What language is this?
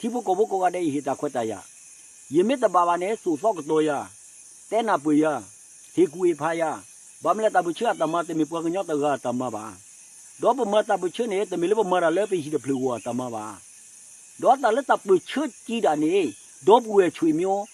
S'gaw Karen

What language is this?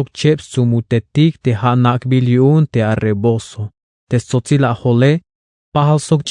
Tzeltal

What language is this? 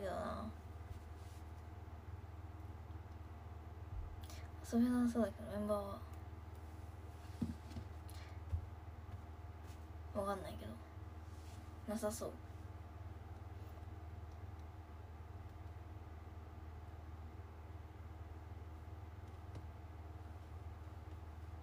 Japanese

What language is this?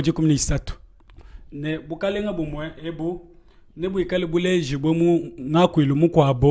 Luba-Lulua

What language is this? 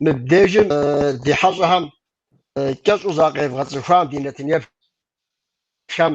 Kabardian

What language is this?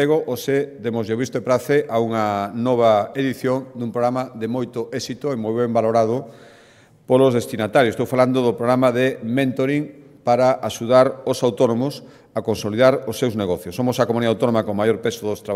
Galician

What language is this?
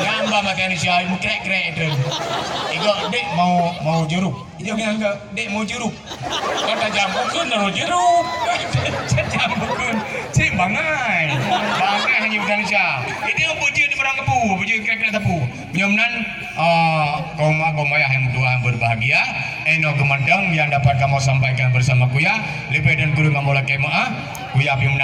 Achinese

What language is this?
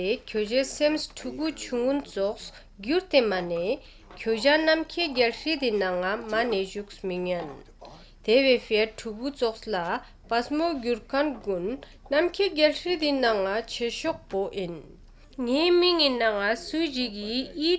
Ladakhi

